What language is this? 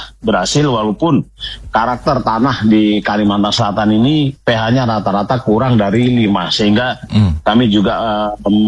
Indonesian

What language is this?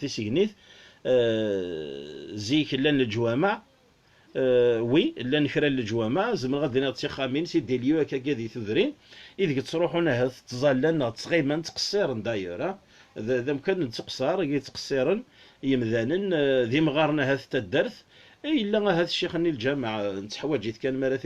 Kabyle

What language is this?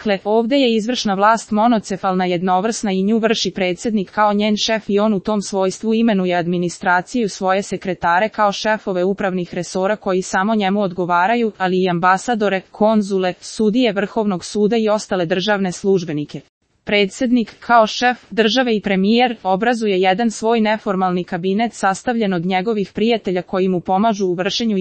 Serbian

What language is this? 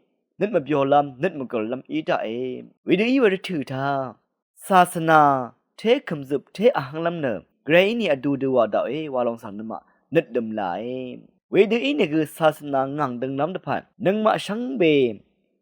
Rawang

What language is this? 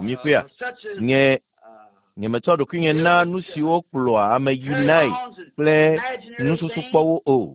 Ewe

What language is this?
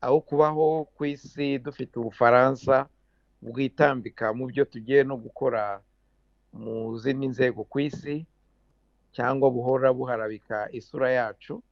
Kinyarwanda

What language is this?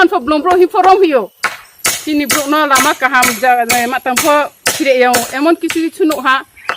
Riang (India)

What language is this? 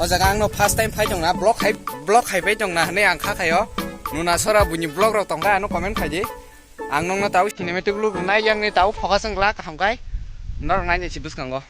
Kok Borok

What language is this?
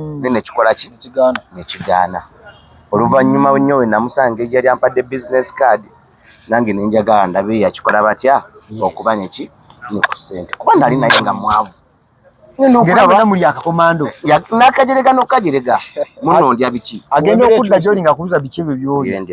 Ganda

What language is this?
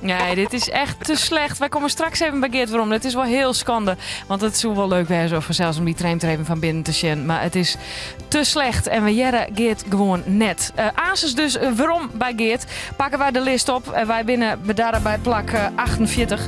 Western Frisian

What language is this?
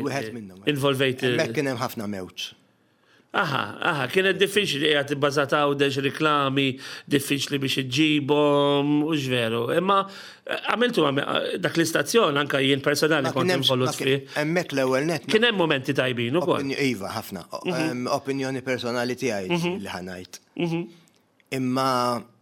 Maltese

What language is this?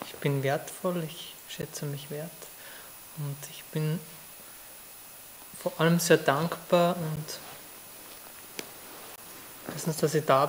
German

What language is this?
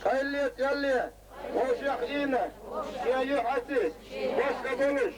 Chechen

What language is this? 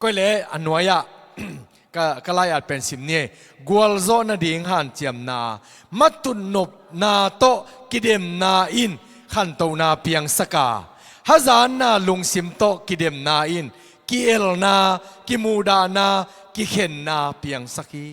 Tedim Chin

